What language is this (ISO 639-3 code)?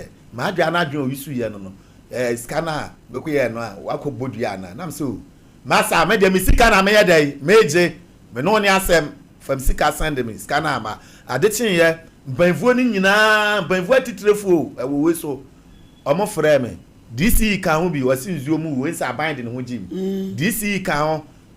aka